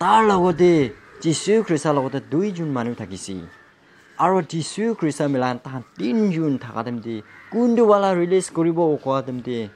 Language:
Naga Pidgin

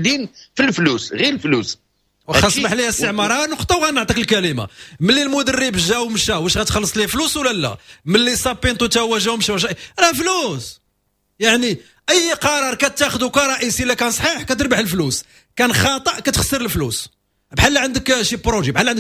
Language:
Moroccan Arabic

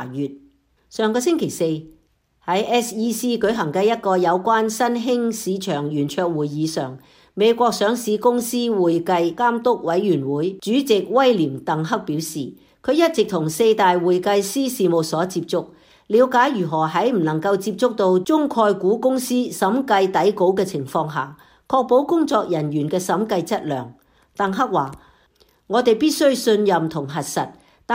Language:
Cantonese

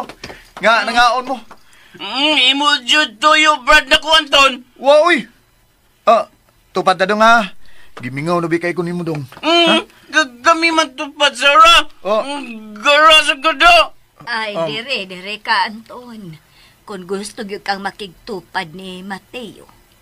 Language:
Cebuano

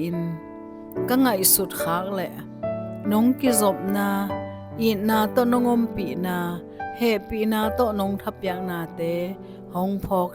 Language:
Tedim Chin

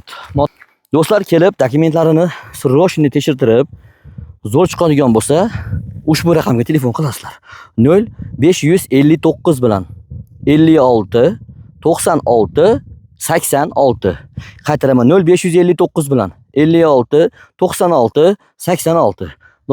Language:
Uzbek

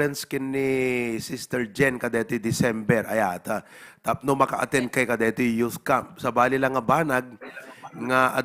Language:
Iloko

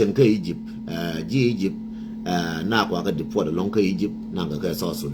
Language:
Nuer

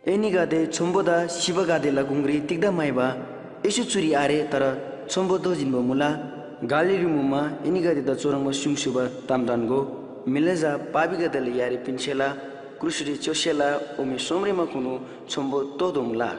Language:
Eastern Tamang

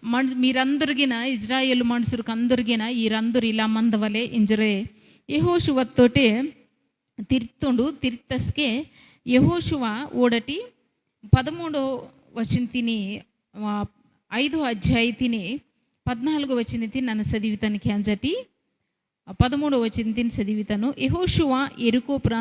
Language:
Koya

